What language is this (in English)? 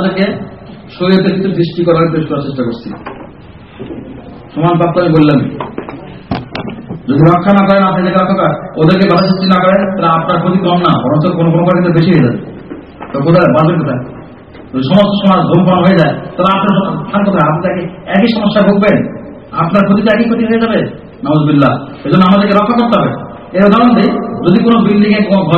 Bangla